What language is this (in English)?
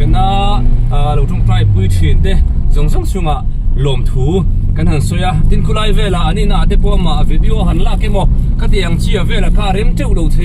Mizo